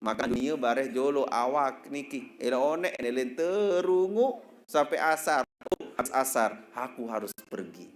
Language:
Sasak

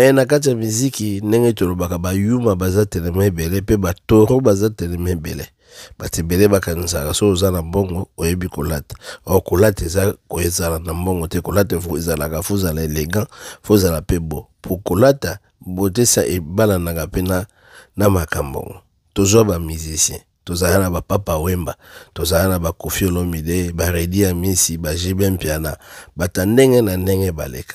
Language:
Lingala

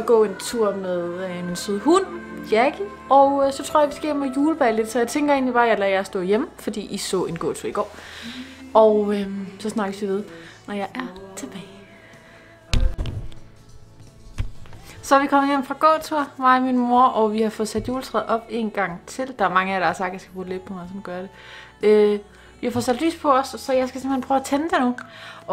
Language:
Danish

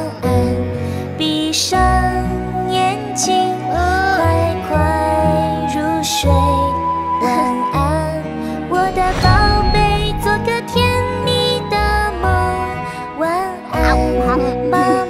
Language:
Chinese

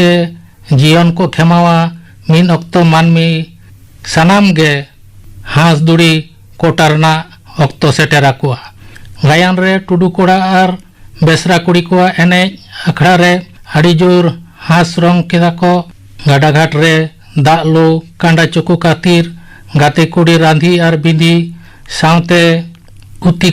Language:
Santali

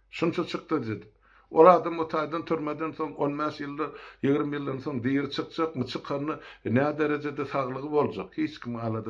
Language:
Turkmen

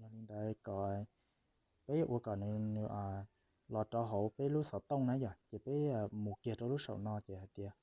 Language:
Hmong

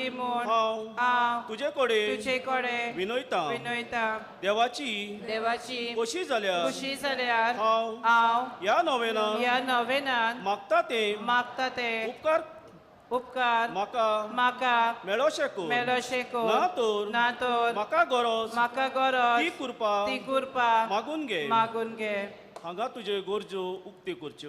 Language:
Konkani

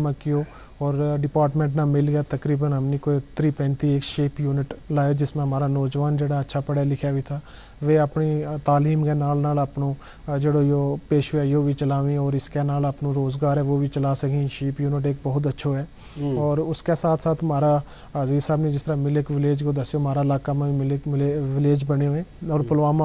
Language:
Gujari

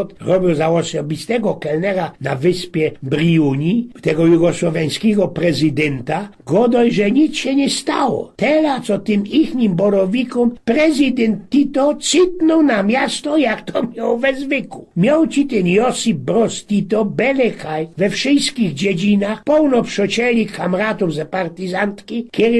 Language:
Silesian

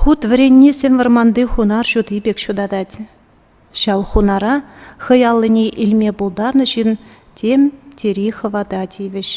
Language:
Chuvash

